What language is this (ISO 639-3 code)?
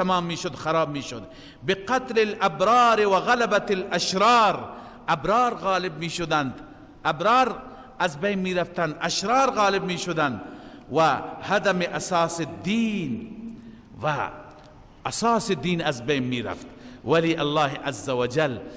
fas